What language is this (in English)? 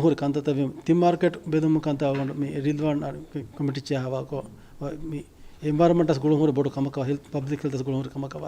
Divehi